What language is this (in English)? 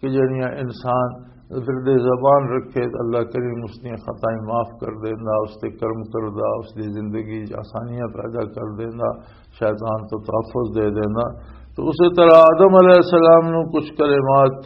Western Panjabi